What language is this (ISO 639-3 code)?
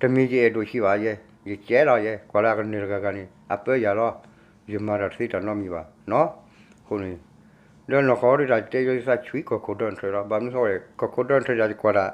ksw